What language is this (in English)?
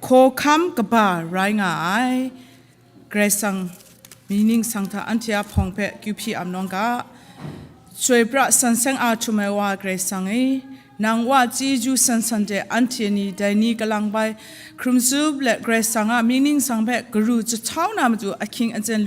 Kachin